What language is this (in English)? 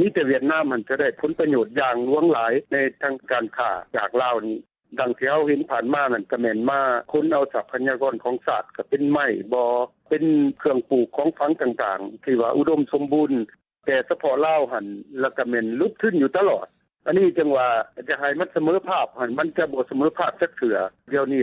Lao